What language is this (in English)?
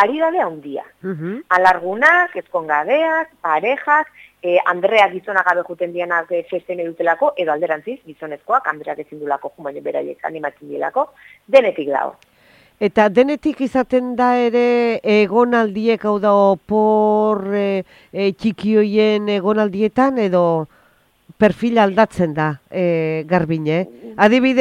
Basque